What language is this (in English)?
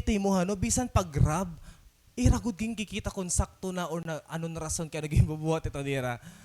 Waray